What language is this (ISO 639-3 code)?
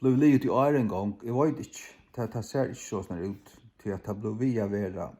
fao